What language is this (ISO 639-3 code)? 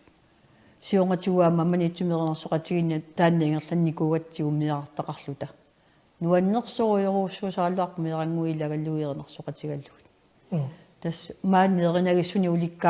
kal